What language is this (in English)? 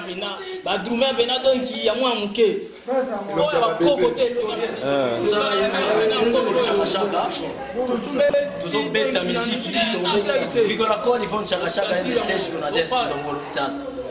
Lingala